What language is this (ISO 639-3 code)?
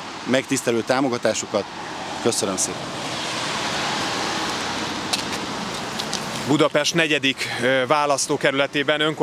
hun